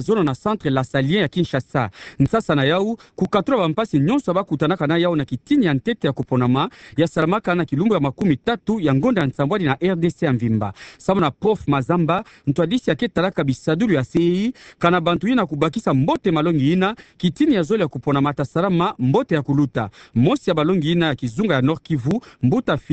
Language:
Kituba (Democratic Republic of Congo)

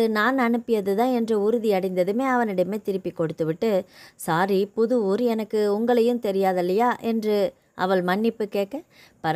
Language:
Tamil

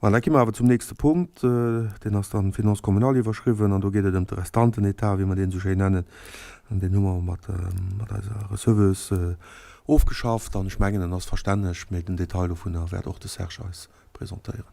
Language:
Luxembourgish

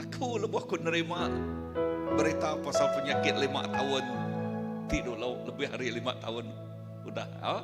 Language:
Iban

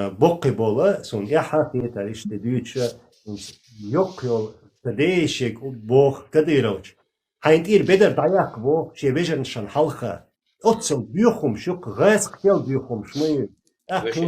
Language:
Chechen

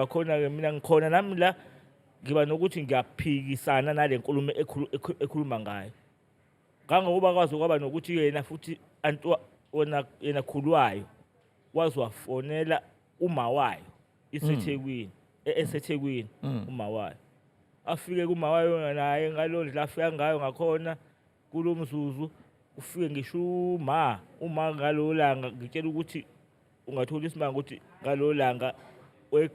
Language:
Zulu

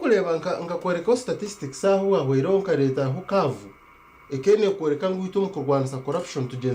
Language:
Nyankole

